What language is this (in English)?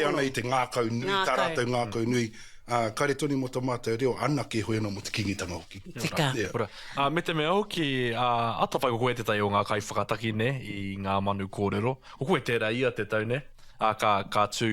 Māori